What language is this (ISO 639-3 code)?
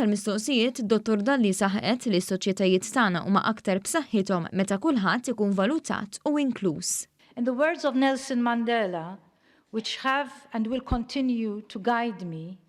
mlt